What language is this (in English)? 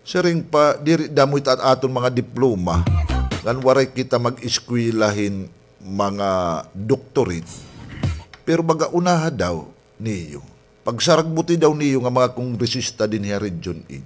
Waray